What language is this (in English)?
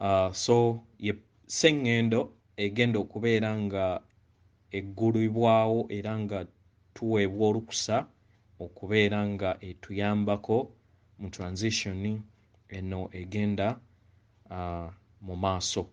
Ganda